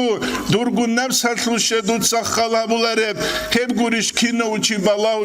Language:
Avaric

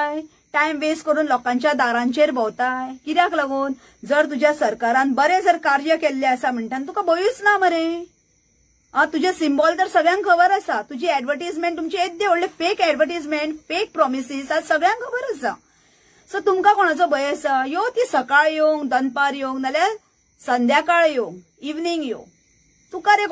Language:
Konkani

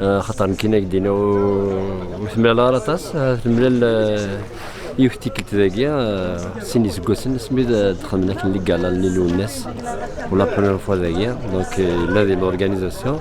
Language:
Kabyle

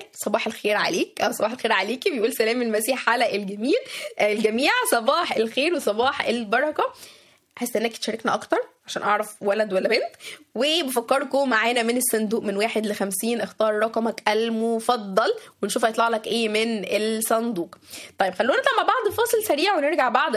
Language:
Egyptian Arabic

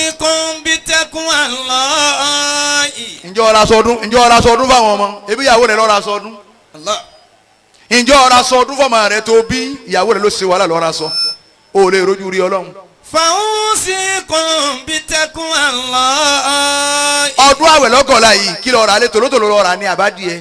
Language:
Yoruba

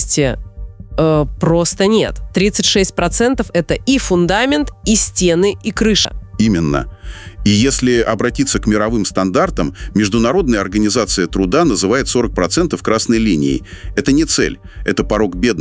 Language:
Russian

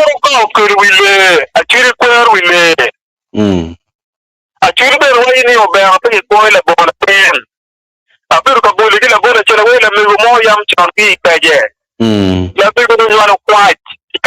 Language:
Acoli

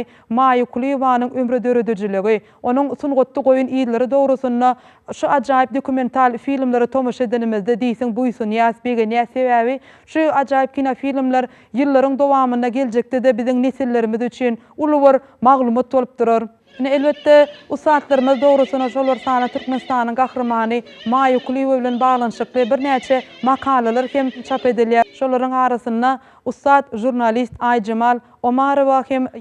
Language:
Turkmen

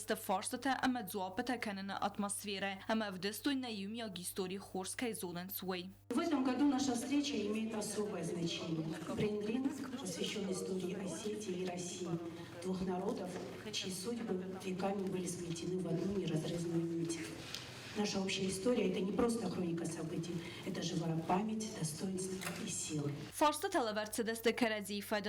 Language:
Ossetic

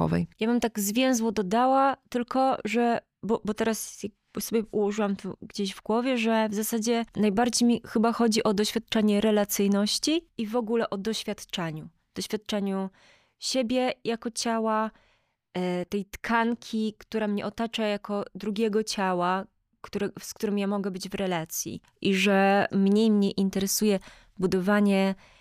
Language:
Polish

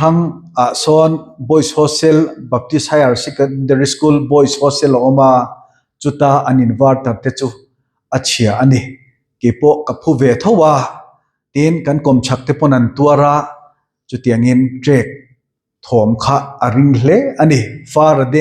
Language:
Mizo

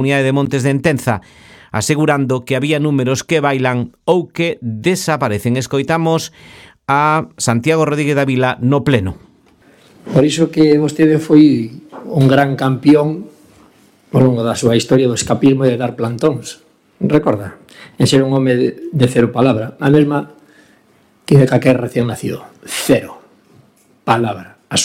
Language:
Galician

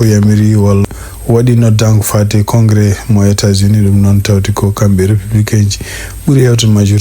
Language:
Fula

